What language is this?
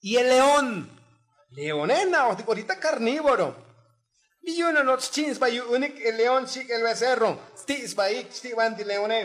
Tzotzil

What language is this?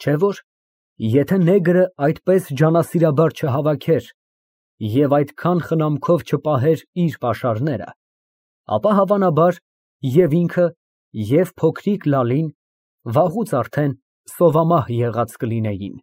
Armenian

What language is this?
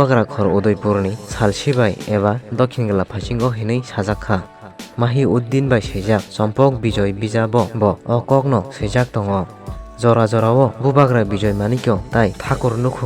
Kok Borok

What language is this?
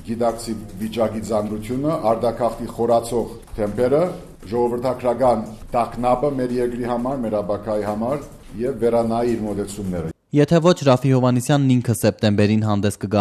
Armenian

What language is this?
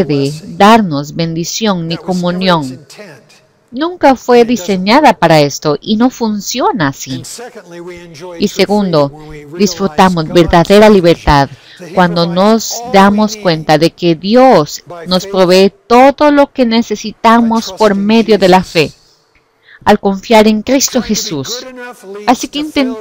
Spanish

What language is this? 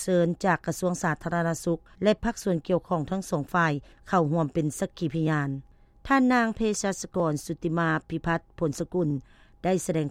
Lao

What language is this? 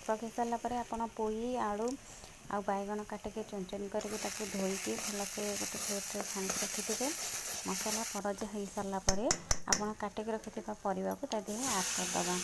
Odia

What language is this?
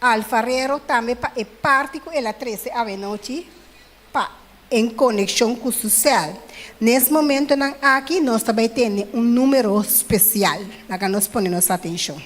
Papiamento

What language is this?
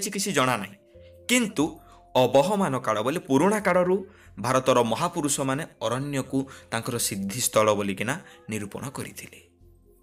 Odia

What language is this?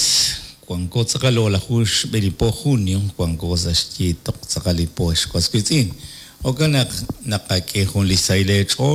Kekchí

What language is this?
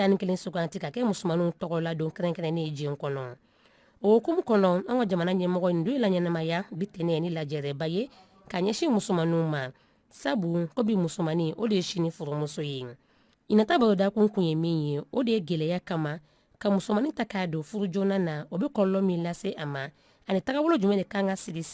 Bambara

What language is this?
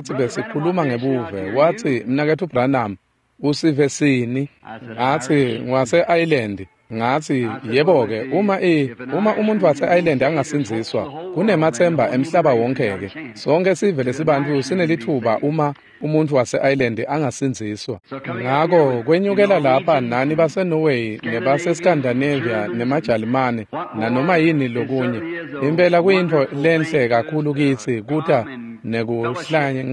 Swati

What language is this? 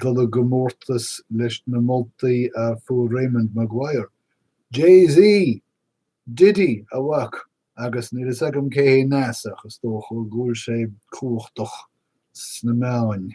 Irish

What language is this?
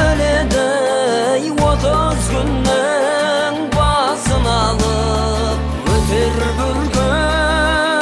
Kazakh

